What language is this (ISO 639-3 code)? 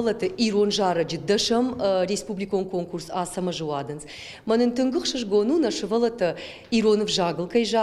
oss